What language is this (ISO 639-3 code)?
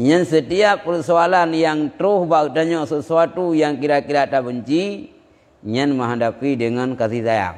ace